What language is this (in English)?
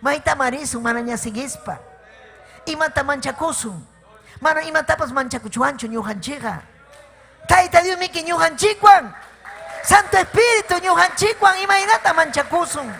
Ayacucho Quechua